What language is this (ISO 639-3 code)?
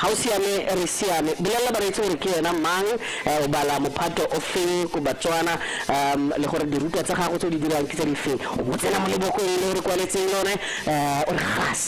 tsn